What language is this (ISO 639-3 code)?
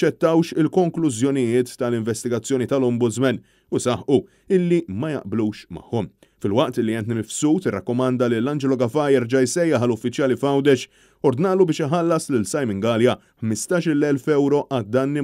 mlt